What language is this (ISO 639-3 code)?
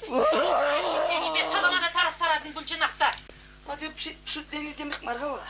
chv